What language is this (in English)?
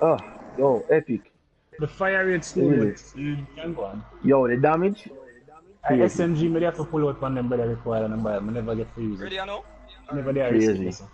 Jamaican Creole English